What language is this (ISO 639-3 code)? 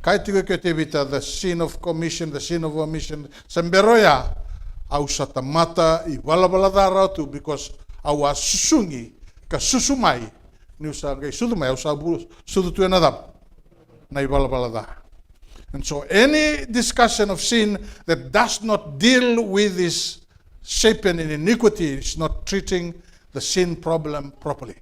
fij